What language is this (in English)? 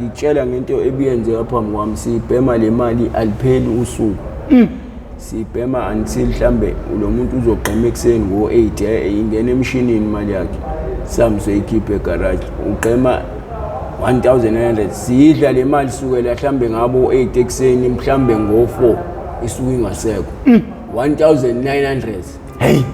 Zulu